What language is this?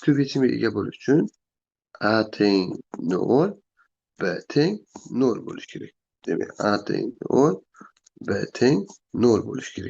Uzbek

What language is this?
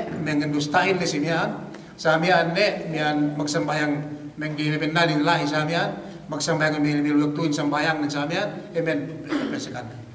Yakan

